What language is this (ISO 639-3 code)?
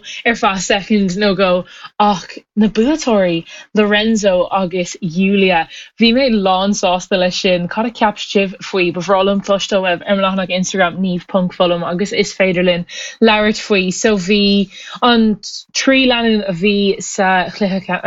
gle